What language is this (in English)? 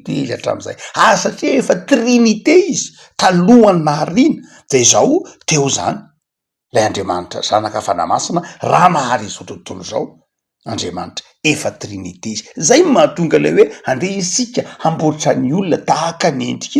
Malagasy